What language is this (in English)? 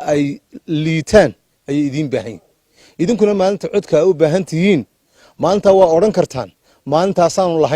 Somali